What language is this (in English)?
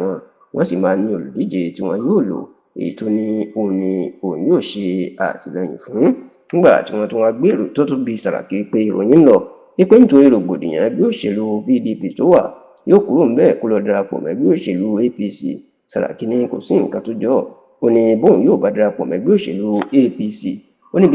Yoruba